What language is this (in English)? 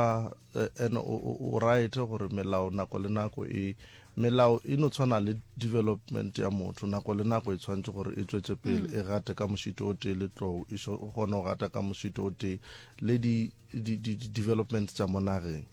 Northern Sotho